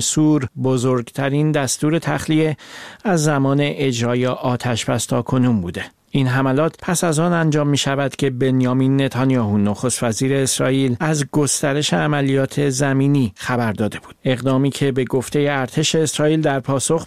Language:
Persian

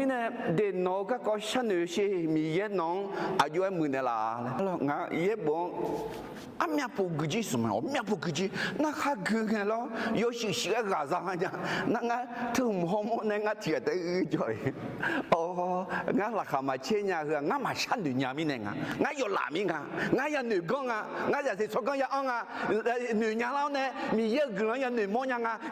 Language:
Akha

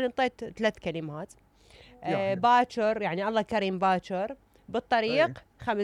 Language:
Mesopotamian Arabic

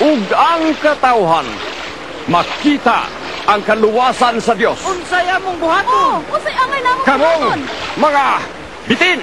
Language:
Cebuano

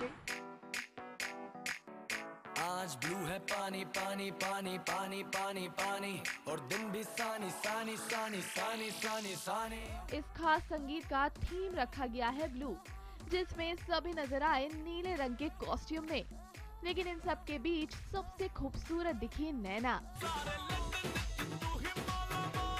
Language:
Hindi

